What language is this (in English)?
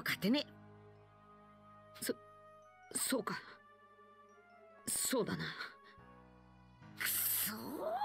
Japanese